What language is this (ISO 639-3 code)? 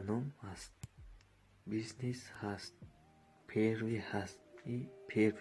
tgk